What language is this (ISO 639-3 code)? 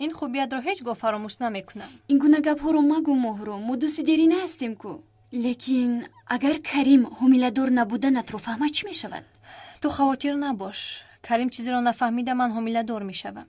tgk